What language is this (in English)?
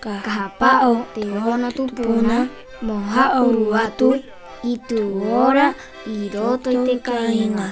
Rapanui